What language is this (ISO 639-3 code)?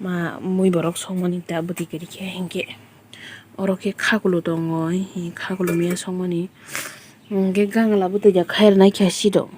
trp